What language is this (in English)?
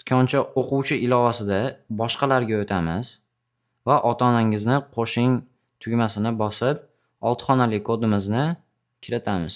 Uzbek